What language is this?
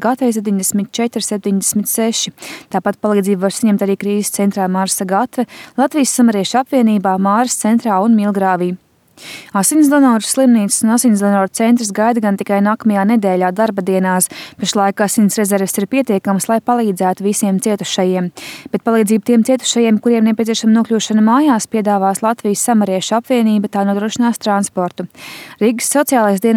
Latvian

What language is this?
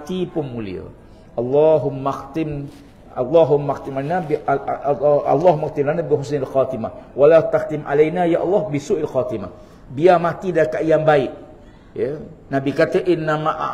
Malay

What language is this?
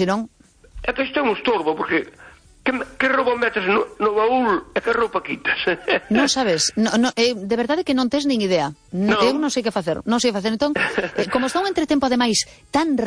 Galician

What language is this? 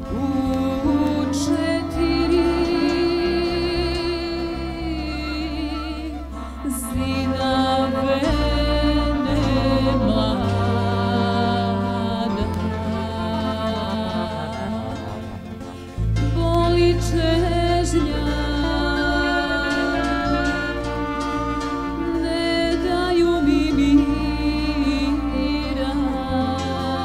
Serbian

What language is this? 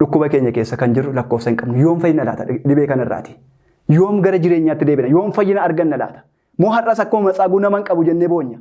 Oromo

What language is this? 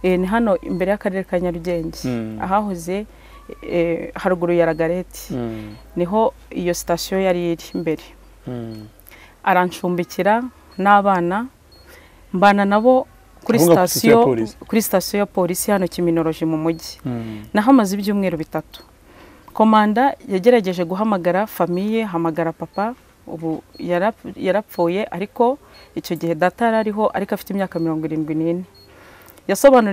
Kinyarwanda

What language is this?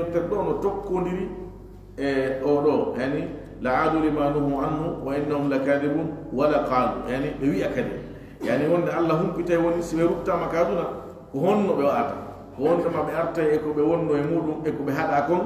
Fula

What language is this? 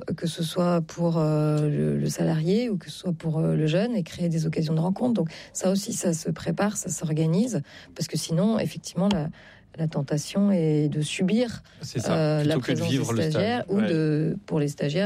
French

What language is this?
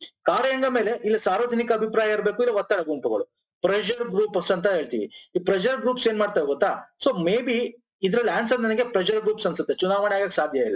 Kannada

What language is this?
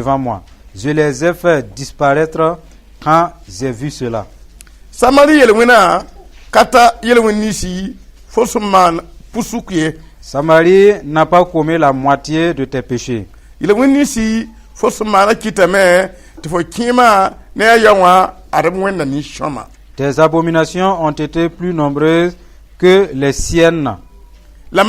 Mossi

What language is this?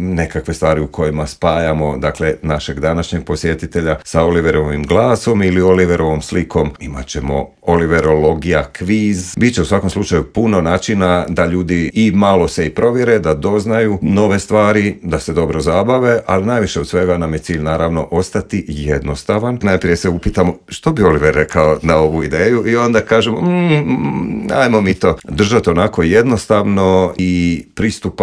Croatian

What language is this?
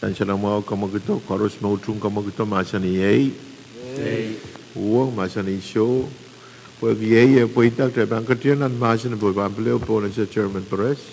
Pohnpeian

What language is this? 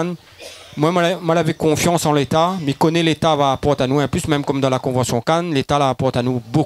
Réunion Creole French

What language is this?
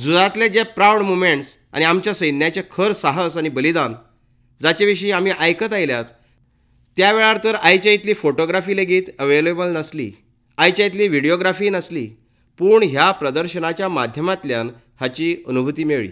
Konkani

